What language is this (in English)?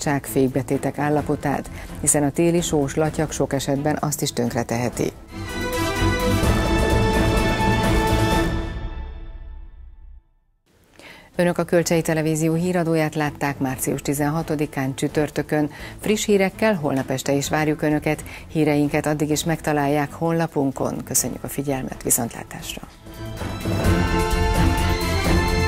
Hungarian